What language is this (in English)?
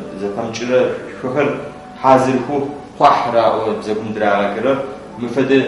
Adyghe